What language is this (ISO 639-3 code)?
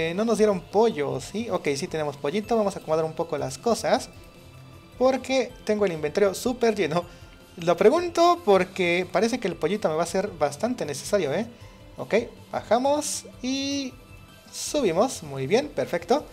spa